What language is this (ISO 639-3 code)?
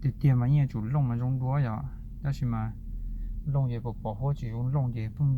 hmn